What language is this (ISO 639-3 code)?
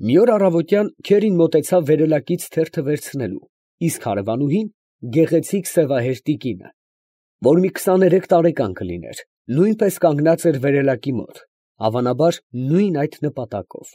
hye